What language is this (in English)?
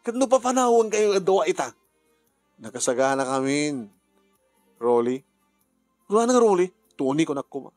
Iloko